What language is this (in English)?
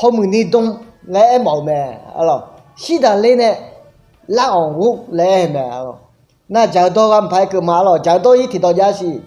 Akha